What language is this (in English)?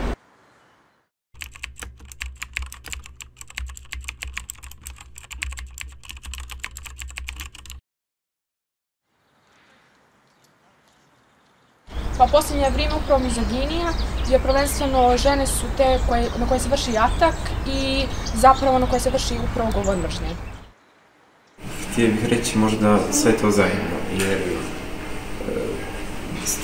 Bosnian